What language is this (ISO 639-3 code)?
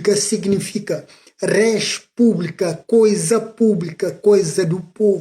kea